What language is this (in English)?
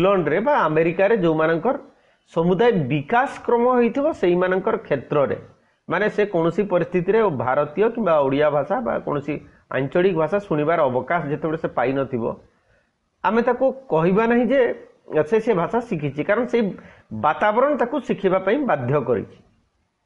Odia